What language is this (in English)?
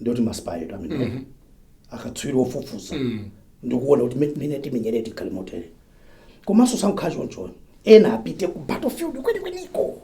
Nyanja